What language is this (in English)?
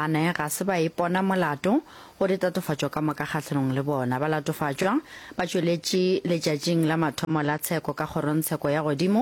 Northern Sotho